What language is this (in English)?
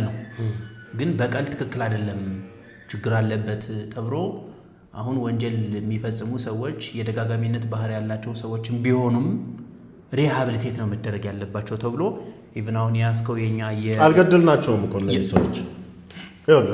Amharic